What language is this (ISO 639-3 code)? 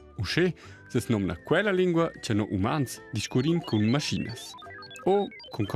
roh